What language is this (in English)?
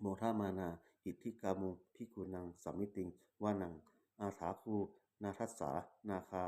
Pali